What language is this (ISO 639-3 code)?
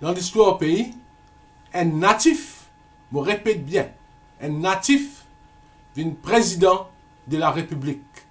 mfe